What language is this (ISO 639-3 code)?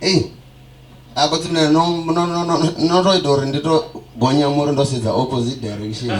ven